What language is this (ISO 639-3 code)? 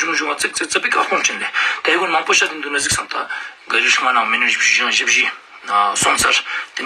lbj